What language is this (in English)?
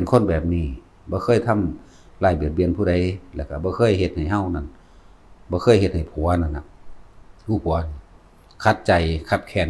Northeastern Thai